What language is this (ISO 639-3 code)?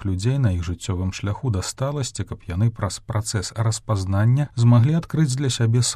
bel